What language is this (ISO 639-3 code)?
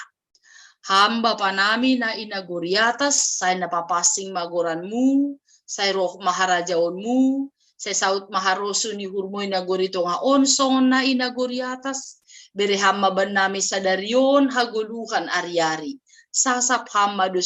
bts